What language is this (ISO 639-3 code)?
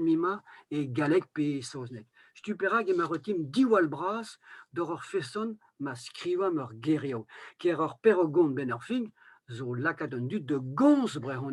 bre